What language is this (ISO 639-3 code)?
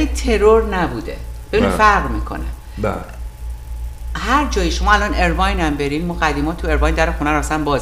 fas